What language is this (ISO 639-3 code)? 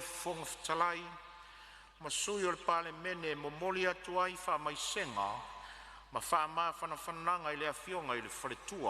smo